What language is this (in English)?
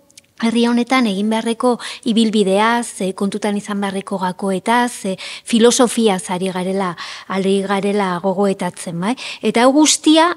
Basque